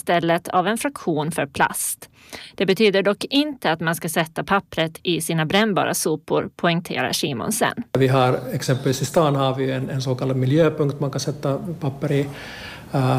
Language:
Swedish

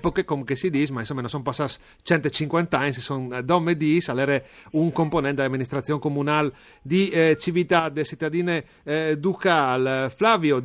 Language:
Friulian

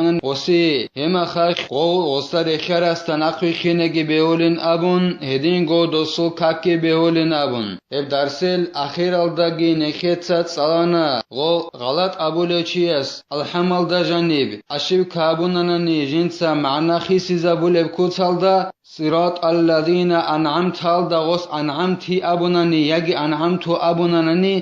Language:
Avaric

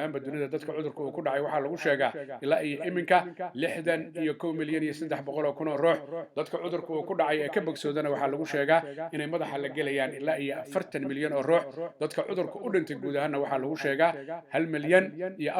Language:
Somali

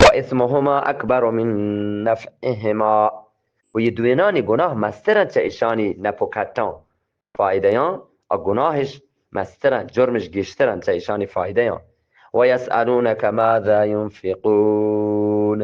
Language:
Eastern Balochi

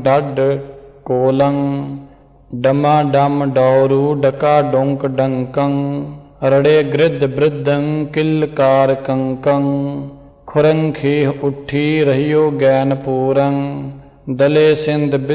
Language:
Punjabi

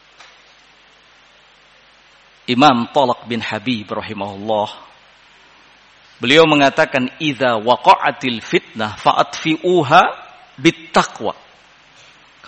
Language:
Indonesian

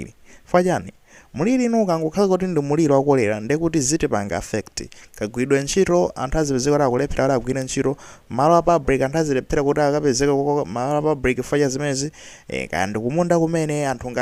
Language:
Nyanja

